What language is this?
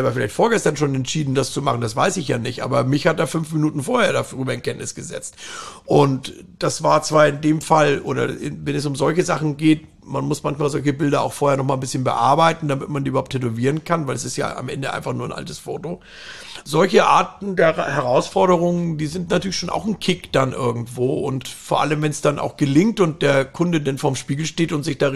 German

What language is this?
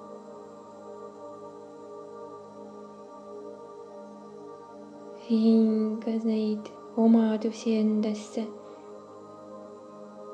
Estonian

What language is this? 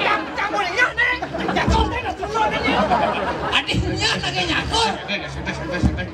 Balinese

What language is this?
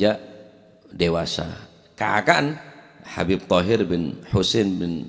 Madurese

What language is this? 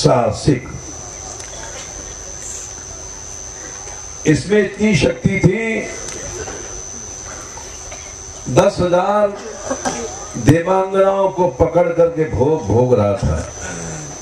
Hindi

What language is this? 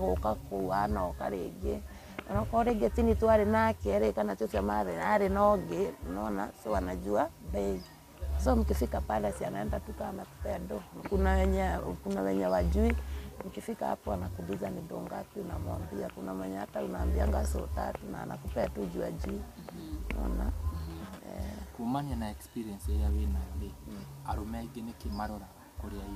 Kikuyu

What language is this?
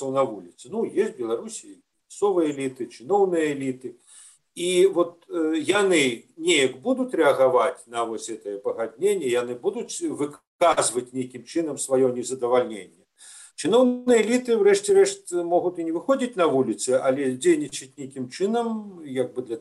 Belarusian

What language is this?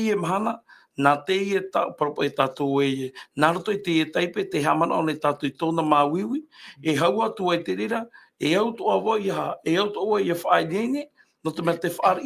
Tahitian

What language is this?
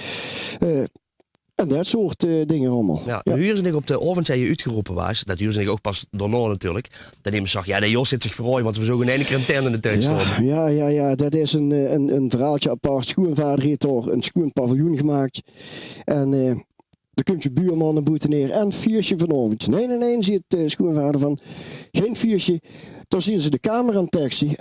Limburgish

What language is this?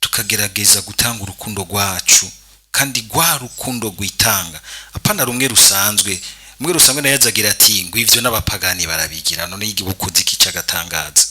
Rundi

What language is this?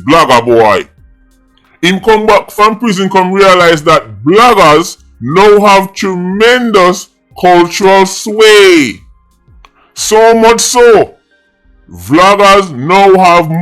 Jamaican Creole English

